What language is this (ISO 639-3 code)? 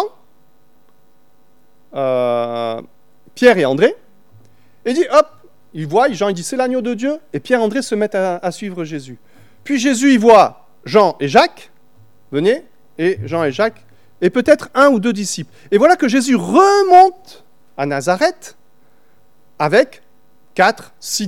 fra